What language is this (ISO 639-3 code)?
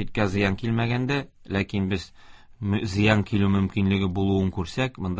tat